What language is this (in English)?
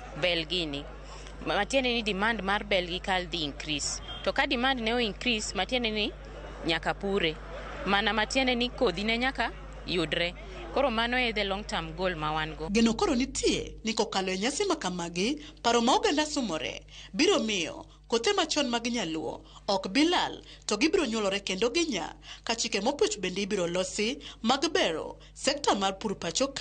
Luo (Kenya and Tanzania)